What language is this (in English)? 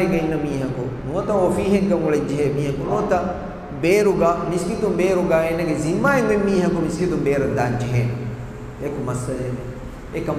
Divehi